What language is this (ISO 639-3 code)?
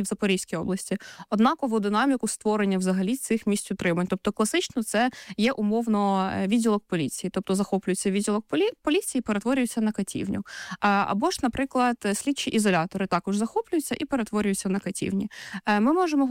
ukr